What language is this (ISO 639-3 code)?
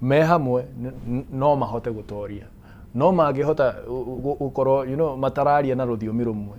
kik